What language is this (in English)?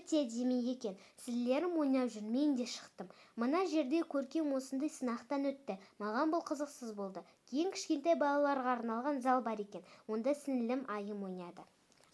Kazakh